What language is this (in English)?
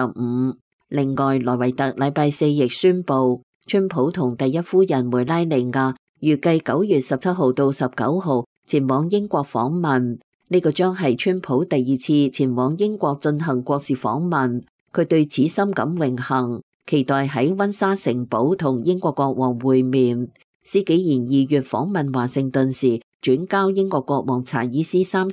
Cantonese